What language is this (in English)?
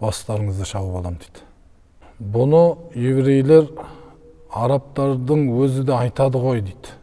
Kazakh